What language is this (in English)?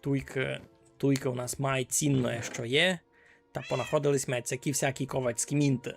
Rusyn